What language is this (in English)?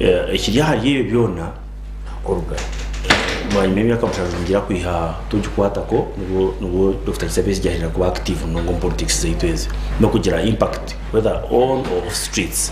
Nyankole